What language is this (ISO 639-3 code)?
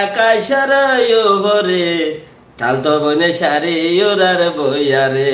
rhg